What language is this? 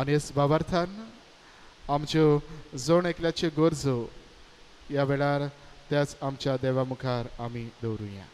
Konkani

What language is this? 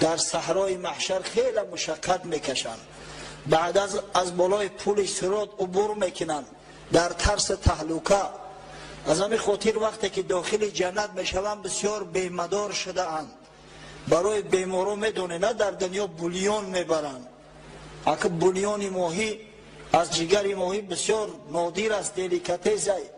Tajik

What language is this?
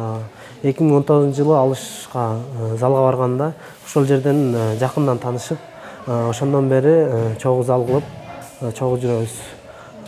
Kyrgyz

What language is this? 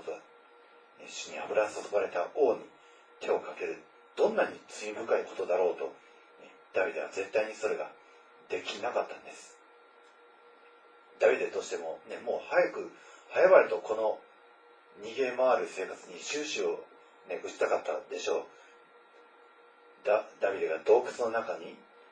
Japanese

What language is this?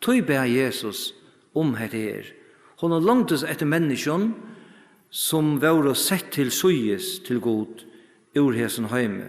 Faroese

